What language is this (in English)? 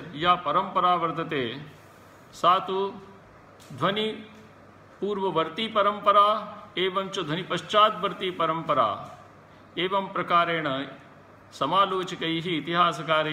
Sanskrit